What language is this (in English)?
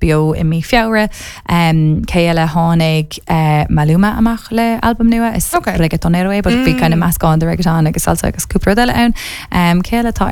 Irish